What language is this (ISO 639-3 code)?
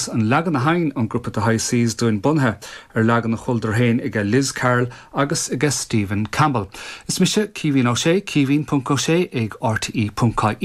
gle